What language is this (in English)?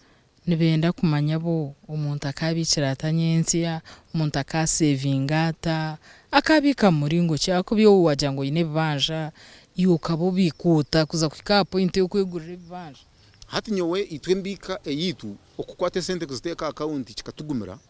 Nyankole